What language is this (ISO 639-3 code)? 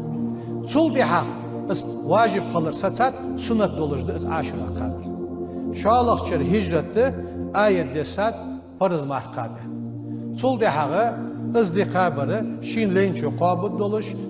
inh